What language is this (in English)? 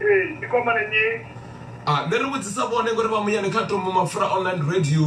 Venda